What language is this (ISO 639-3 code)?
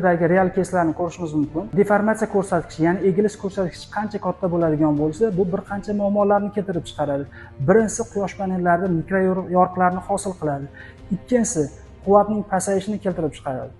uzb